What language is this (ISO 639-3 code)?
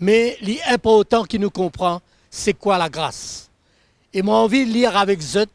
mfe